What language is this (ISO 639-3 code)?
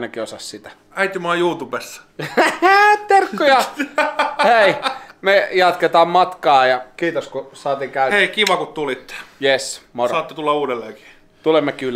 fin